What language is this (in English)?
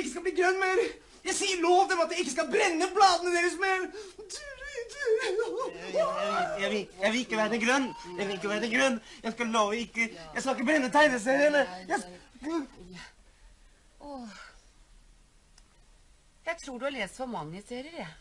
Norwegian